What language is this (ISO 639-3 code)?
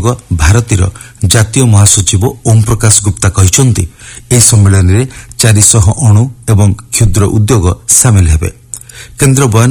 ori